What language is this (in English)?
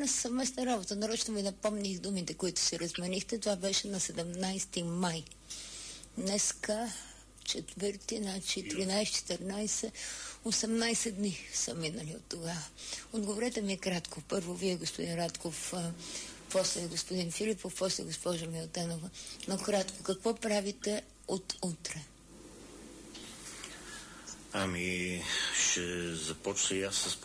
Bulgarian